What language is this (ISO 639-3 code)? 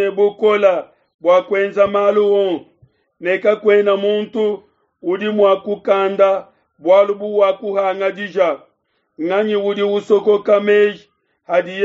lua